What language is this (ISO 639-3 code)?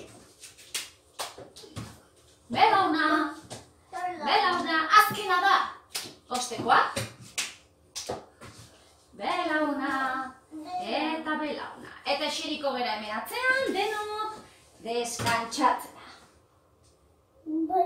eus